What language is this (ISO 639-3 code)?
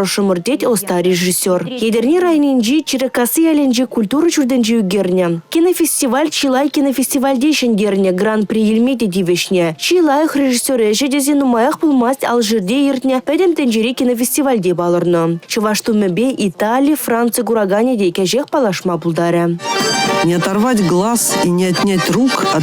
chv